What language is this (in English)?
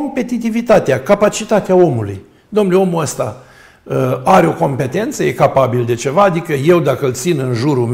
Romanian